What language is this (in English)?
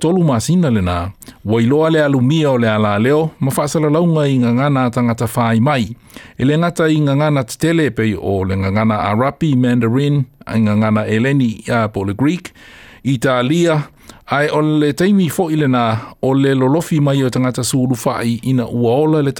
Samoan